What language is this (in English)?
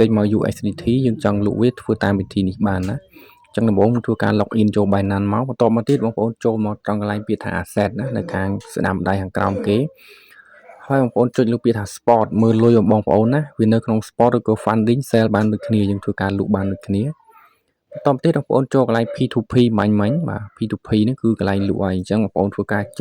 Khmer